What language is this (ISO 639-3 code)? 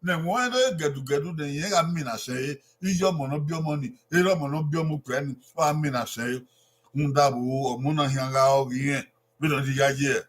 bin